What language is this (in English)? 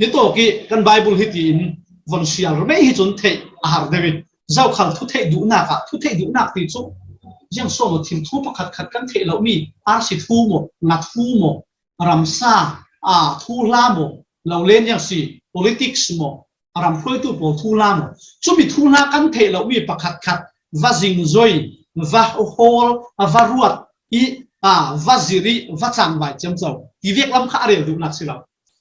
Falam Chin